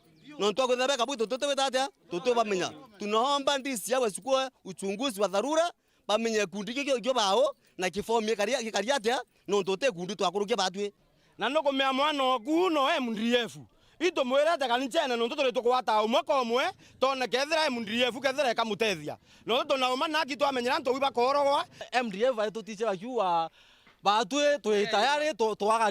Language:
Meru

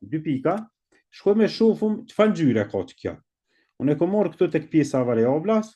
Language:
Albanian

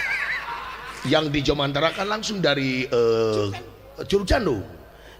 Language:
Sundanese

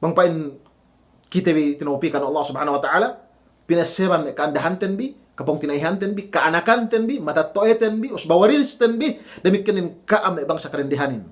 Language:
Yakan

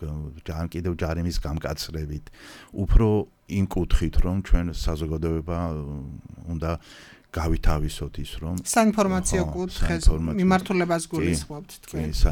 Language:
Georgian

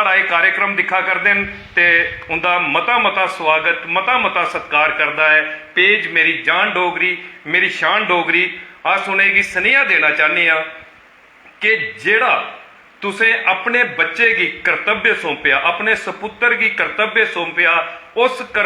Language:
Dogri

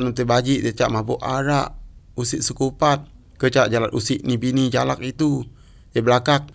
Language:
Malay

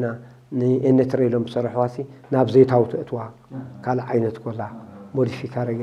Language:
Tigrinya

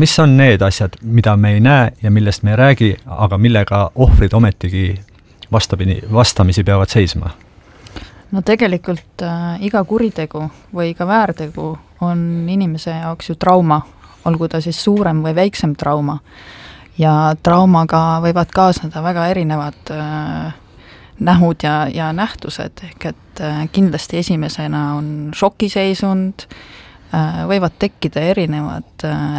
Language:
Estonian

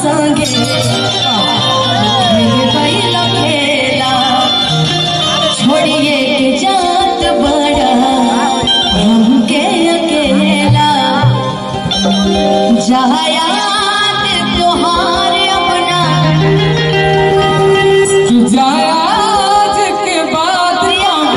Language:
Bhojpuri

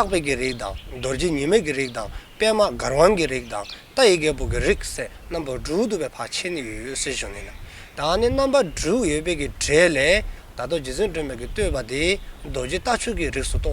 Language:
Dzongkha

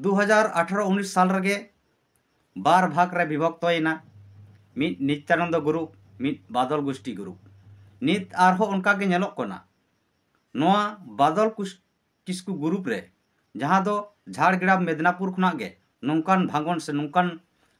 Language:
Santali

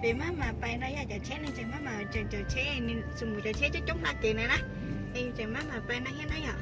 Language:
Hmong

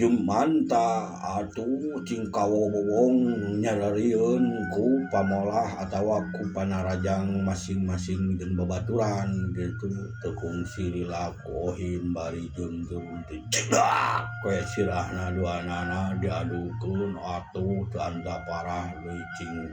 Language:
Sundanese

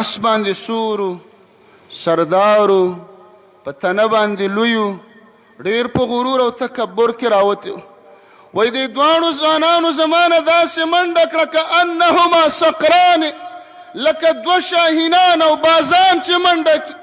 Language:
Pashto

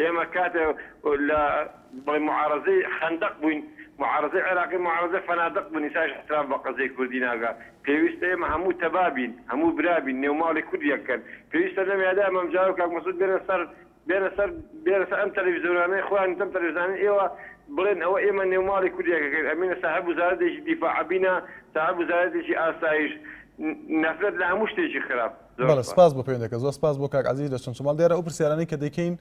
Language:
Central Kurdish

